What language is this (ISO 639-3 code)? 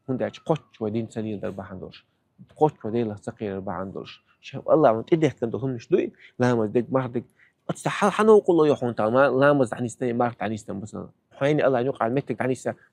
che